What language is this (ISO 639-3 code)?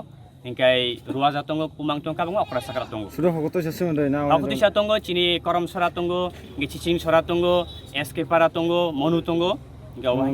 trp